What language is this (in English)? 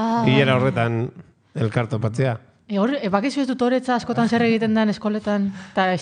Basque